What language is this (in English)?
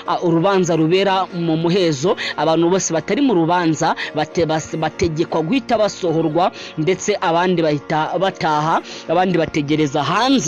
Kinyarwanda